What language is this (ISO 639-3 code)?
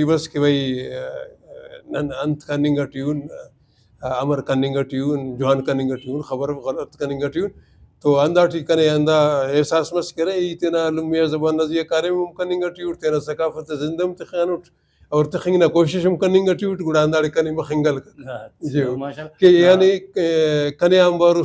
brh